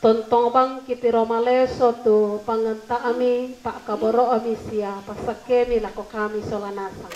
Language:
Toraja-Sa'dan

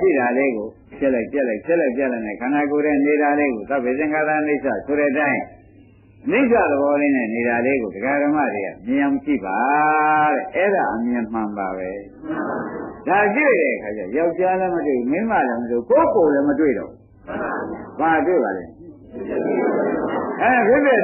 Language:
Burmese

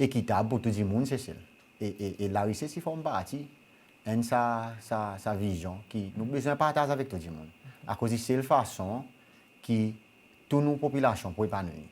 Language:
Seselwa Creole French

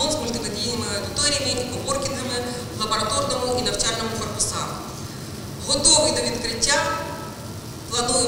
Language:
Ukrainian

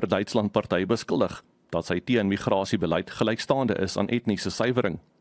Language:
Afrikaans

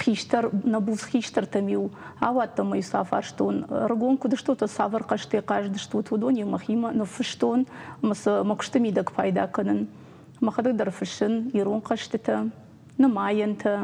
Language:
Ossetic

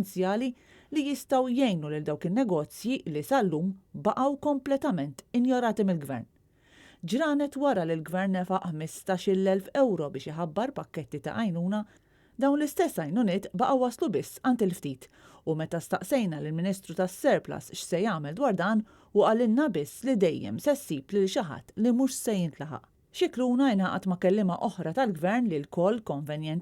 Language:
Maltese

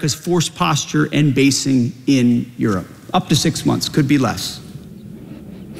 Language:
Icelandic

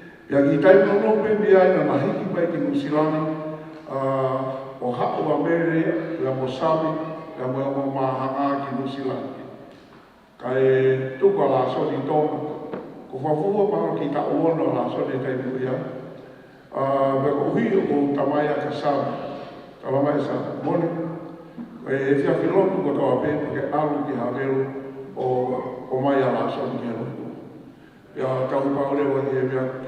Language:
Tongan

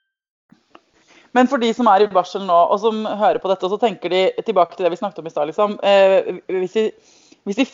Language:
Norwegian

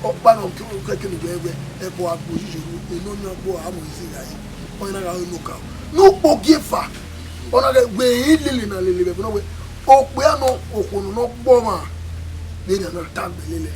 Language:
Bini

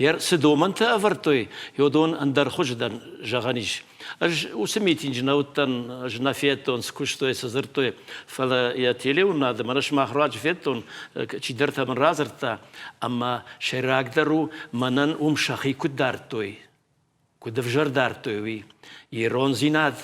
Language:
Ossetic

